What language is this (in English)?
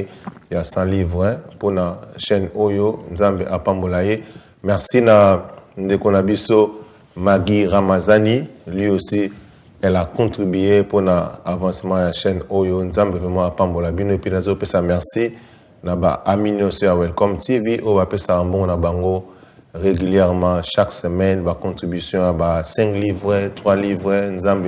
Lingala